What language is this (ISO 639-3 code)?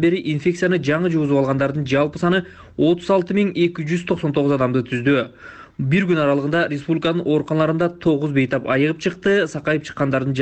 kir